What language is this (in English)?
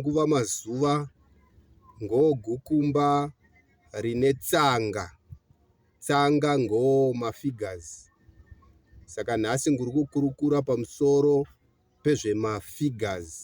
Shona